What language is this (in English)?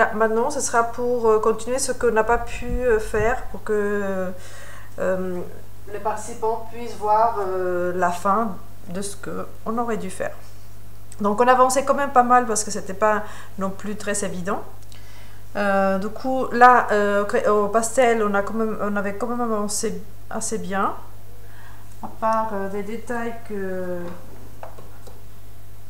French